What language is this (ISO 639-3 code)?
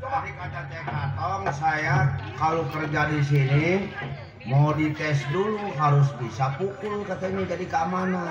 bew